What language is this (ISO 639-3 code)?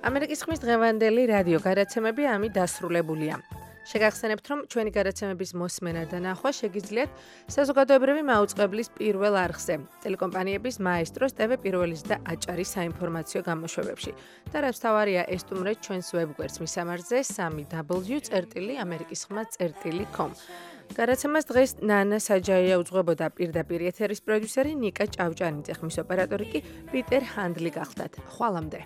kat